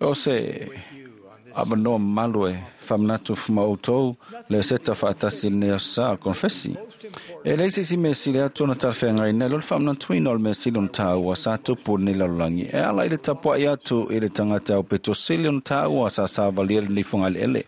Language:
Samoan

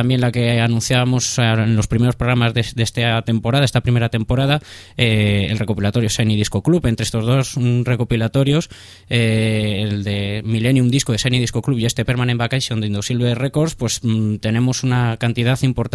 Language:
Spanish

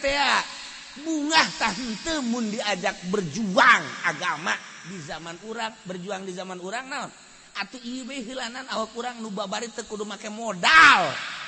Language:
Sundanese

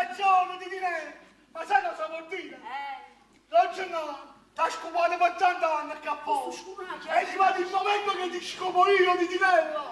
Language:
Neapolitan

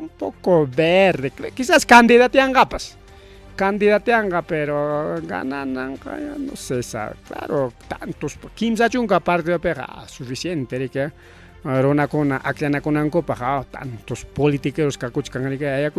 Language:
Ayacucho Quechua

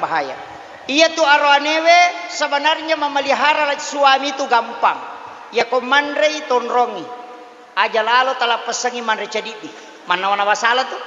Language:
Buginese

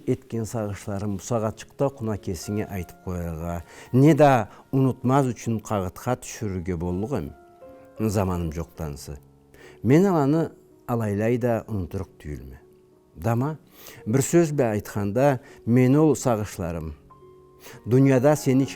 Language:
Karachay-Balkar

